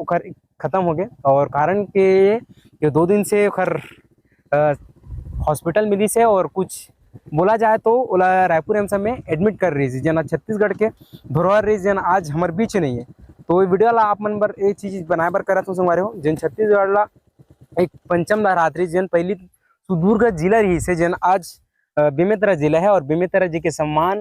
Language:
Chhattisgarhi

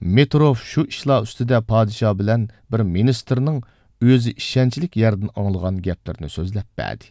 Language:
Uyghur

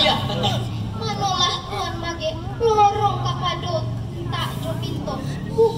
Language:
Minangkabau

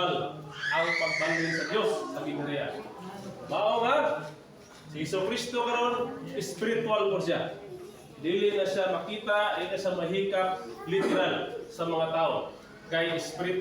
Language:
Cebuano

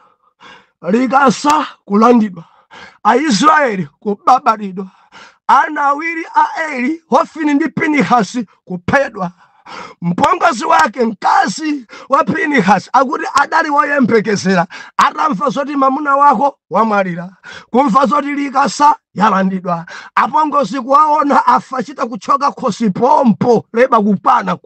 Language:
Nyanja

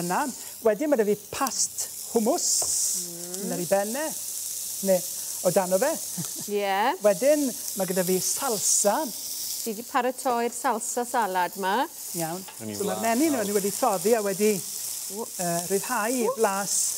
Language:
Welsh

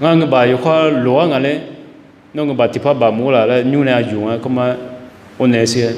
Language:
Akha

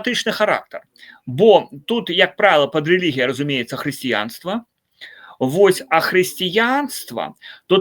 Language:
Belarusian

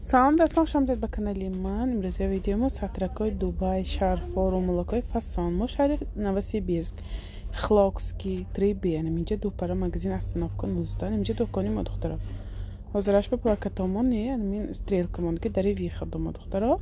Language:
Tajik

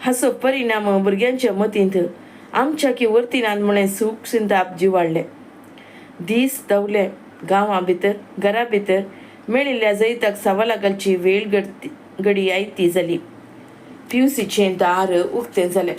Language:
Konkani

